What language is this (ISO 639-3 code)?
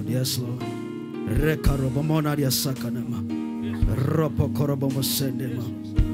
swa